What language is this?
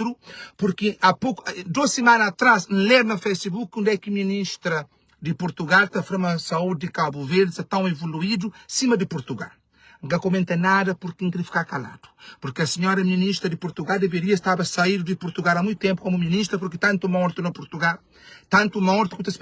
Kabuverdianu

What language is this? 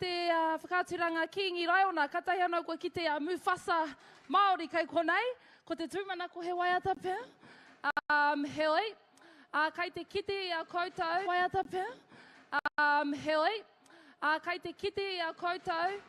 Māori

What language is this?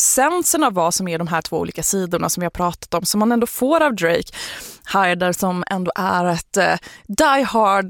Swedish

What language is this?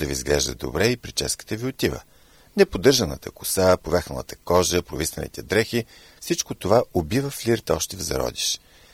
Bulgarian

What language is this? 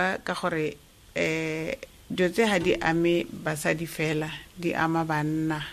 Tswana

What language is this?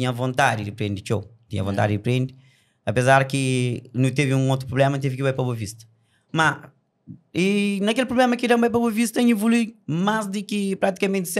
Kabuverdianu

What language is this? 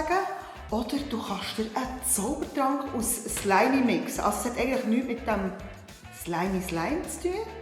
Swiss German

